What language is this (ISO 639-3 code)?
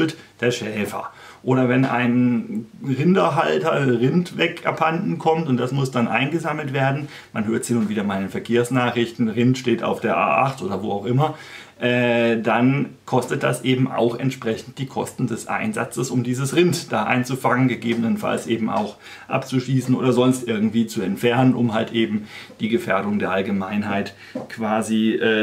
deu